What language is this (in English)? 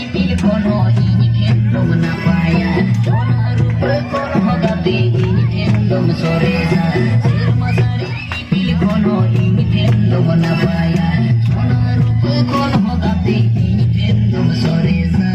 Santali